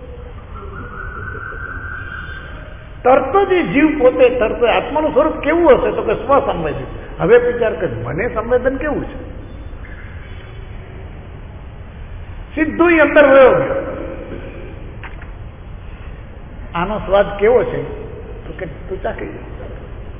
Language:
Gujarati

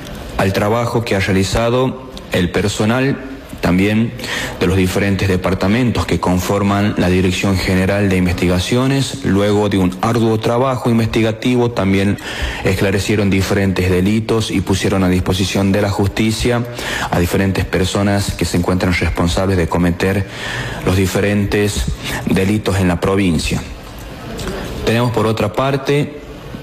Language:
Spanish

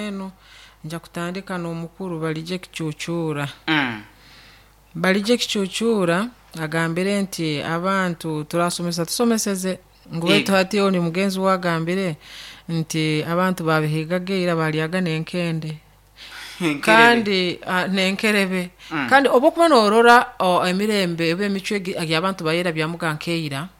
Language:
Nyoro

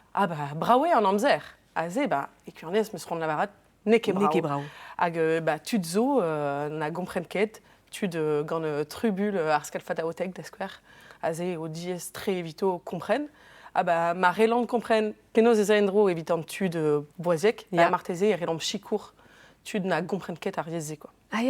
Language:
Breton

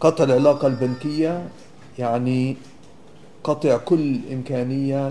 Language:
North Levantine Arabic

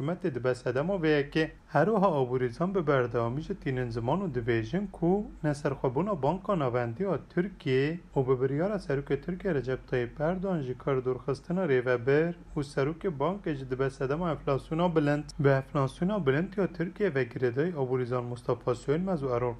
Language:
Kurdish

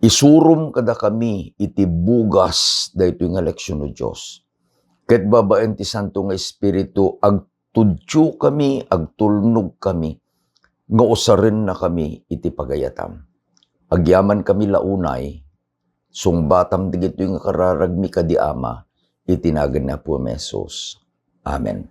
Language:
Iloko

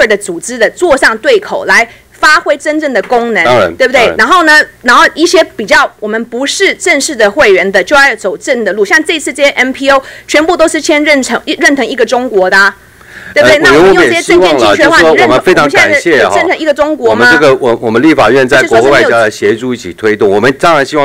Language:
Chinese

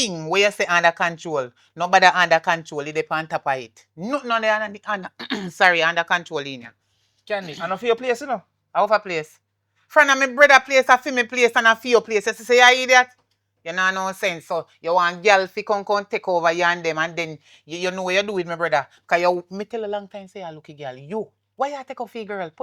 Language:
Jamaican Creole English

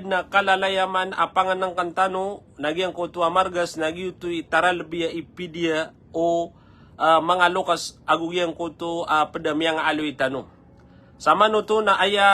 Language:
Maranao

